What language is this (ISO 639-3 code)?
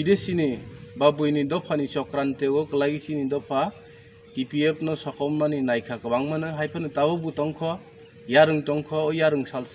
ria